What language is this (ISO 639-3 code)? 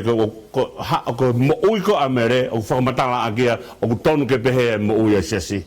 ton